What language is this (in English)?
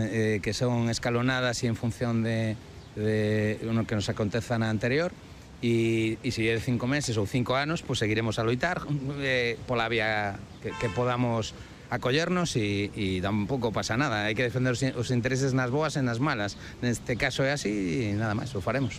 Galician